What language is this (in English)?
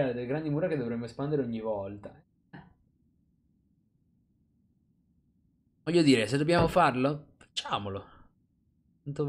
Italian